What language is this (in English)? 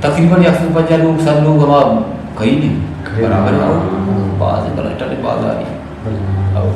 Eastern Balochi